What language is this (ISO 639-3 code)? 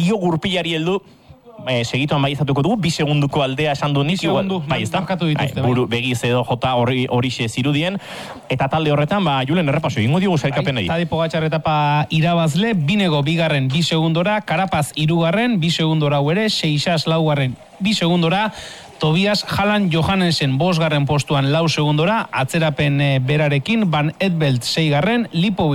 eus